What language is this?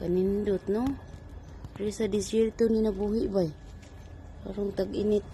Cebuano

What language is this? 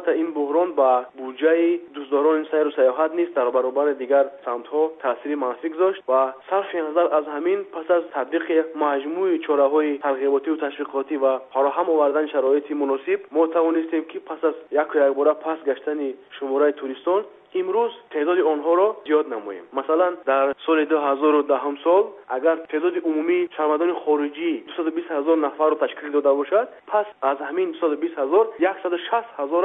Tajik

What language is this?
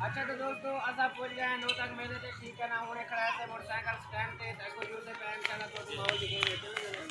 Saraiki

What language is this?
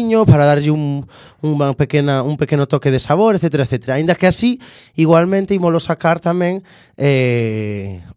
Galician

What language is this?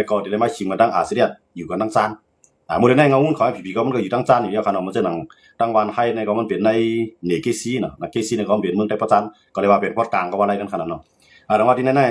Shan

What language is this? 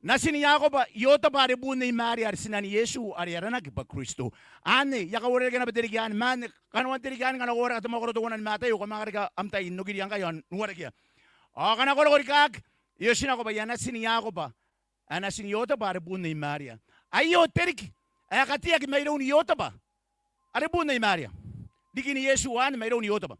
Gilbertese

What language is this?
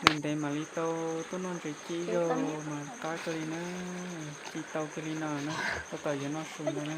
Hmong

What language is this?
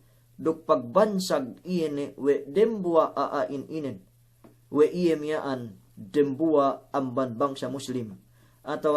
Yakan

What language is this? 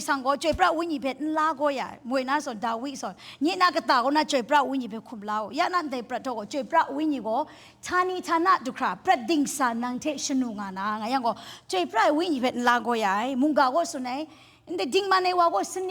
Kachin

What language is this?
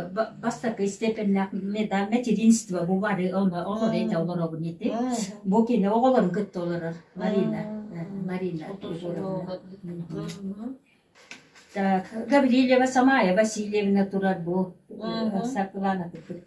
Yakut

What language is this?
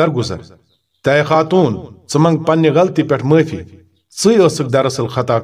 Kashmiri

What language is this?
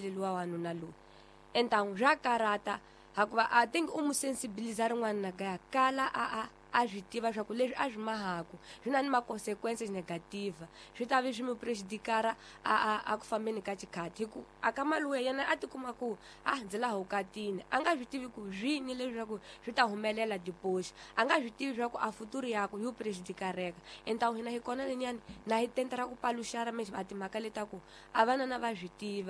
Tsonga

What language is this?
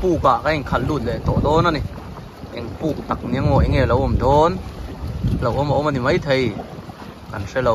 Mizo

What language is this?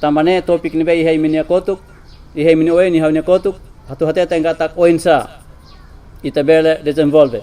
Tetum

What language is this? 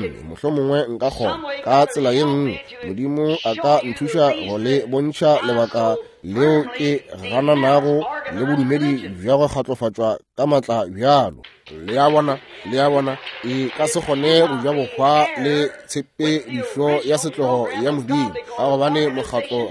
Northern Sotho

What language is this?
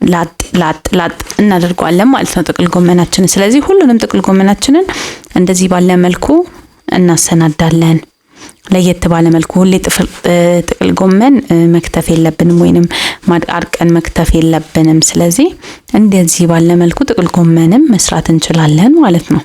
Amharic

